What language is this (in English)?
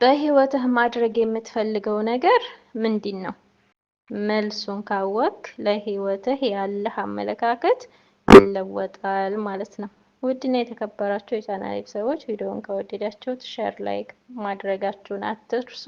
Amharic